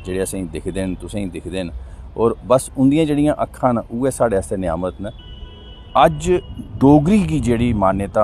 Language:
Dogri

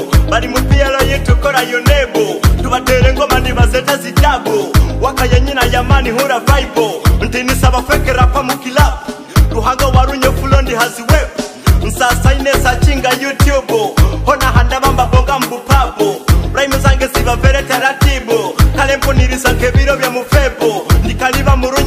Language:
Nyoro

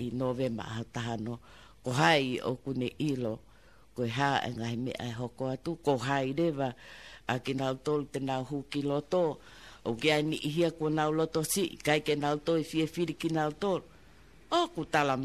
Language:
Tongan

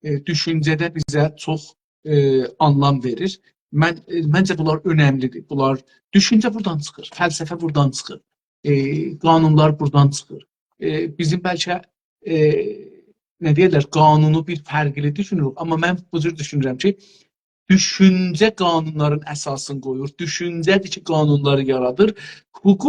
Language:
South Azerbaijani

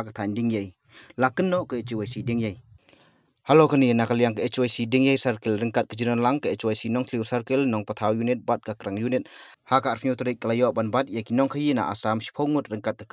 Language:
Khasi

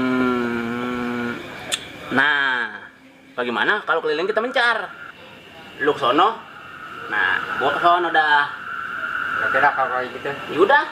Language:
Betawi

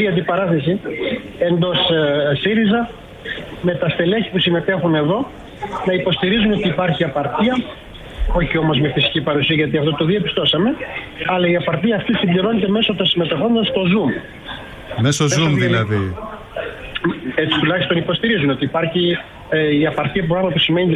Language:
Greek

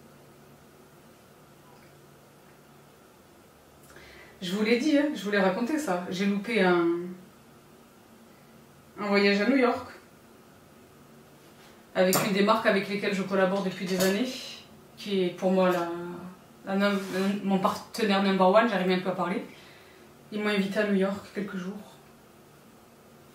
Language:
French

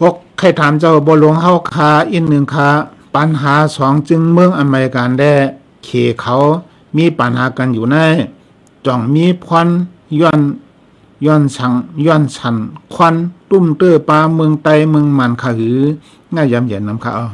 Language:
Shan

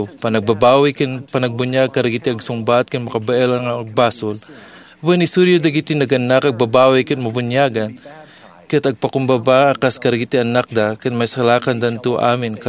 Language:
Iloko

